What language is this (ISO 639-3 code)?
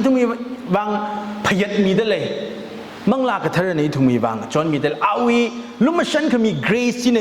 nmf